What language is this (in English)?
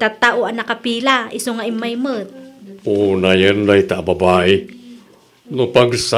Iloko